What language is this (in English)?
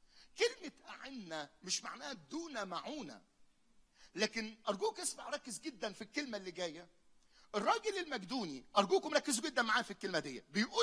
Egyptian Arabic